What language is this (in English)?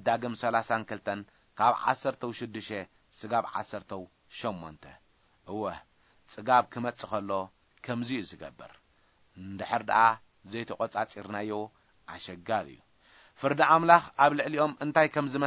Tigrinya